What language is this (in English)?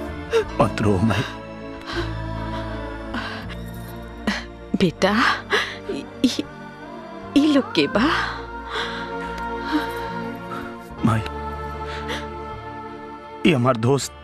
Bhojpuri